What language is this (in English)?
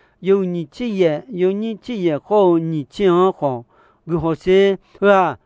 Akha